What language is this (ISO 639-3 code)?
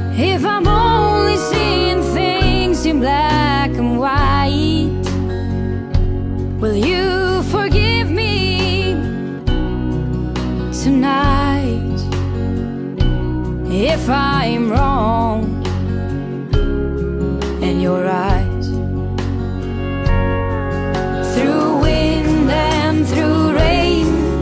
eng